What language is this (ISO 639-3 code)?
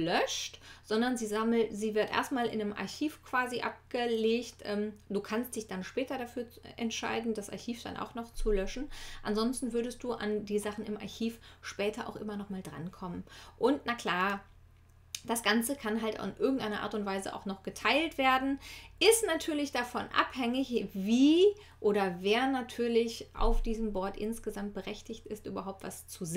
deu